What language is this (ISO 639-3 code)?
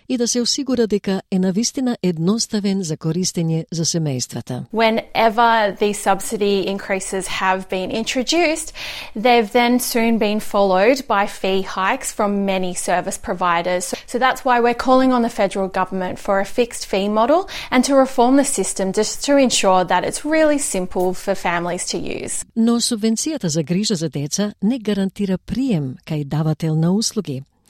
mkd